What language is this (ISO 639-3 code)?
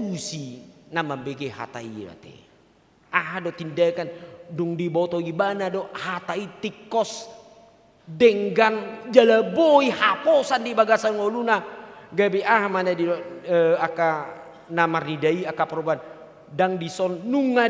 bbc